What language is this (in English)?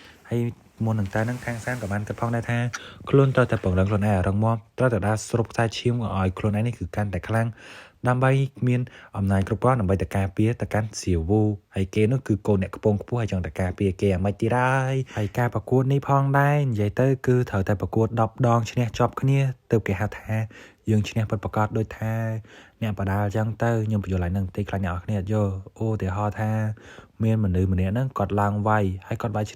Khmer